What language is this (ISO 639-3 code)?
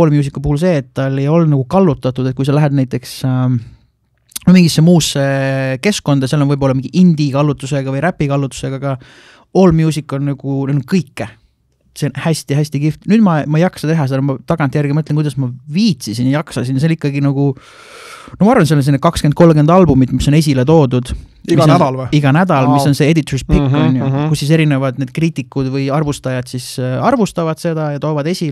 est